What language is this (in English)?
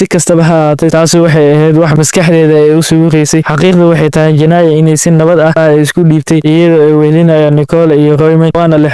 Somali